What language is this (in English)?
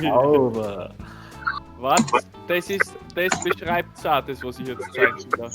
Bavarian